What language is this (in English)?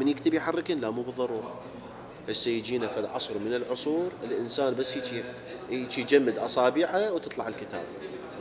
Mesopotamian Arabic